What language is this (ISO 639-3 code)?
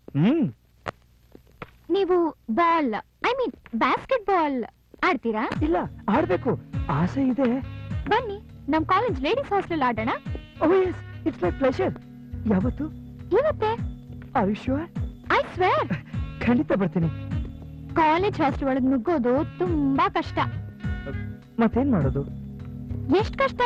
kan